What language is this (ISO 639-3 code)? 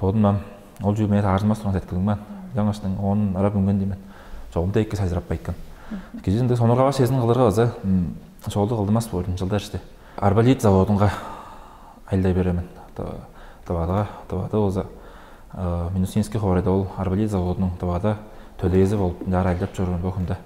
tyv